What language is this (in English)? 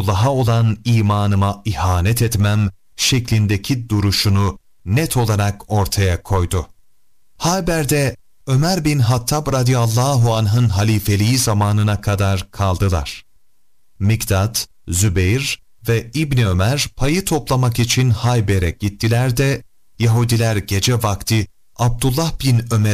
Turkish